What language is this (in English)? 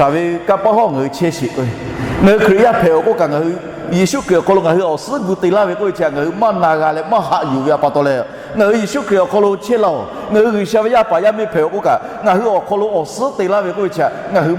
Lahu